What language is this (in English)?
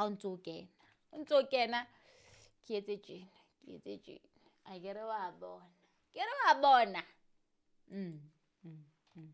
Southern Sotho